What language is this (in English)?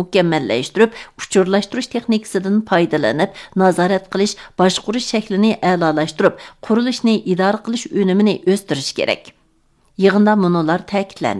Uyghur